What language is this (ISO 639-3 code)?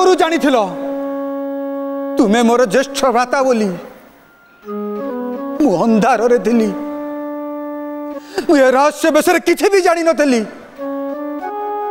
ori